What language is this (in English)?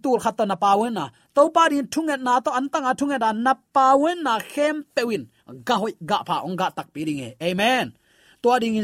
Tedim Chin